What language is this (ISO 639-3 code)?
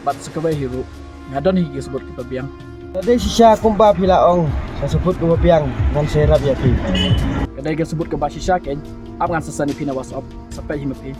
kha